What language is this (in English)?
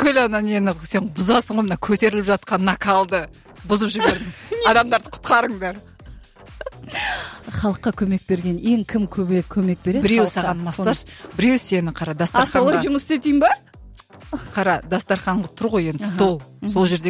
Kazakh